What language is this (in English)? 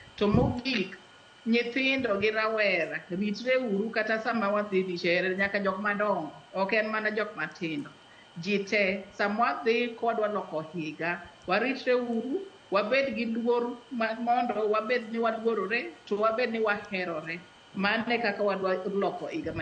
Luo (Kenya and Tanzania)